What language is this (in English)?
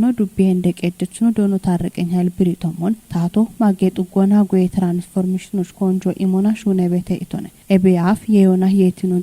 Kafa